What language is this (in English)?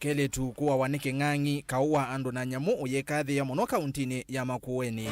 Kamba